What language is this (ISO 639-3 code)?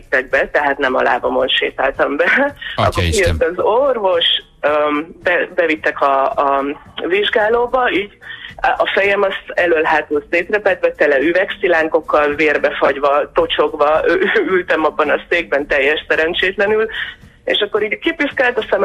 hun